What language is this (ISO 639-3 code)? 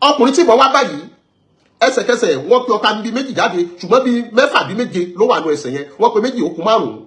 yor